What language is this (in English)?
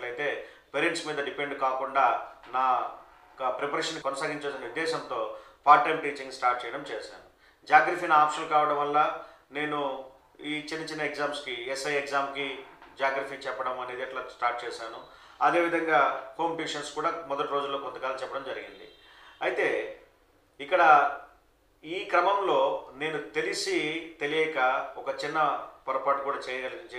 Telugu